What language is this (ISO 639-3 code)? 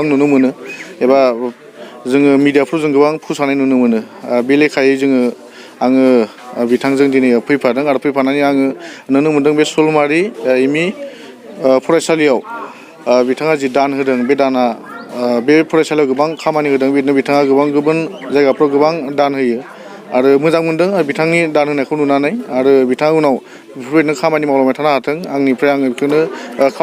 brx